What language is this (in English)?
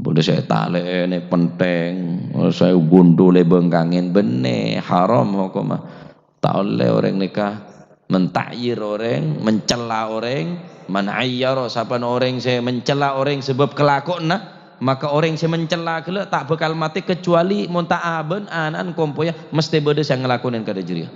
Madurese